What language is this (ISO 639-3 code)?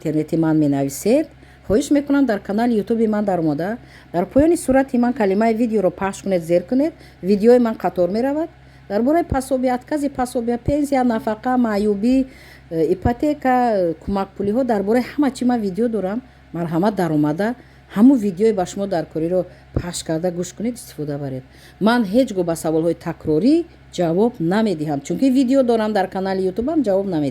tgk